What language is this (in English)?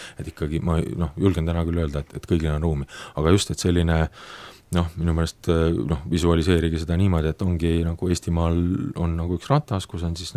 Estonian